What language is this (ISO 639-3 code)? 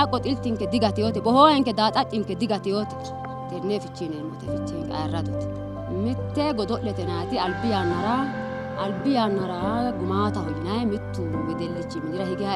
sid